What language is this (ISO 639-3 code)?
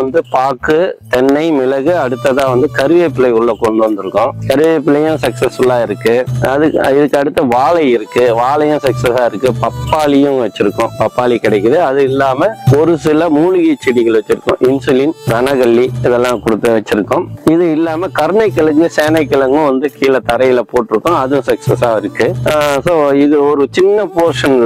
tam